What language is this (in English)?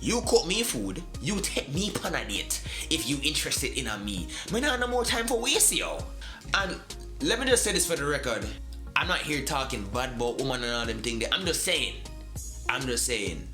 Jamaican Creole English